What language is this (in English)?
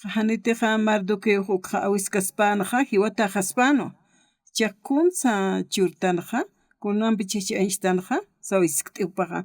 Aymara